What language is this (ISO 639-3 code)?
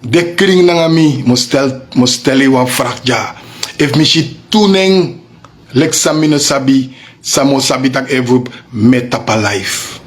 srn